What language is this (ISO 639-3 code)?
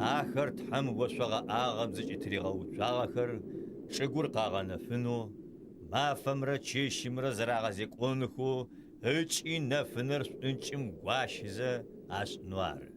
ady